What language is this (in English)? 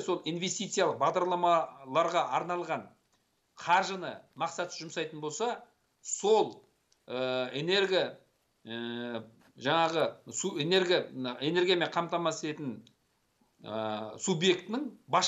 Kazakh